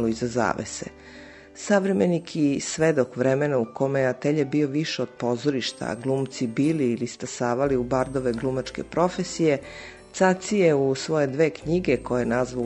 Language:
Serbian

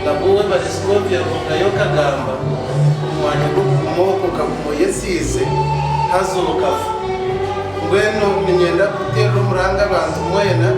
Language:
Nyankole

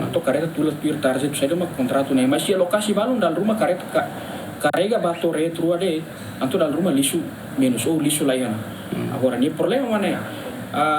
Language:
Tetum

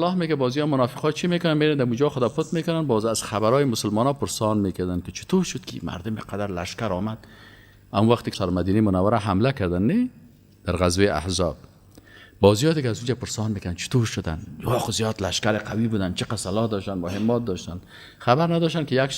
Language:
Persian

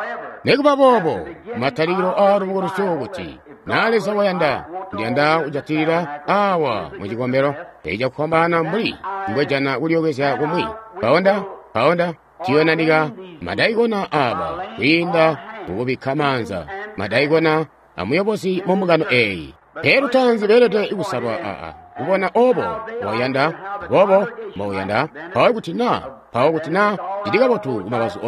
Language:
Tonga (Zambia)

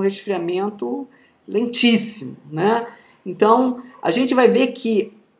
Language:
Portuguese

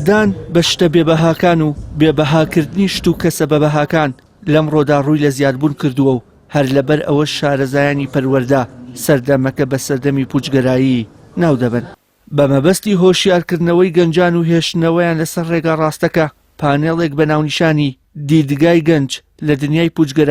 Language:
Central Kurdish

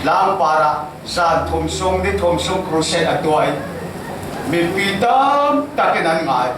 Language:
Falam Chin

